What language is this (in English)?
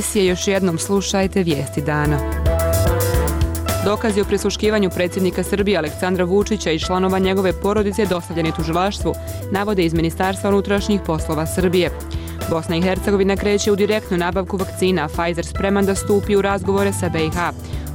Bosnian